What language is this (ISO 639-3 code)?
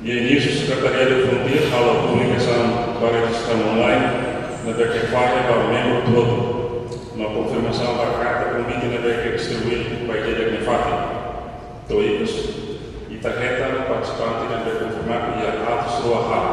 tet